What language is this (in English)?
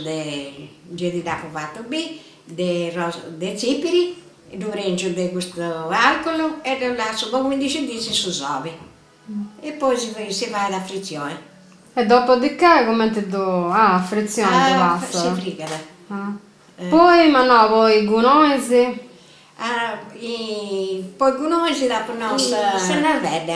Sardinian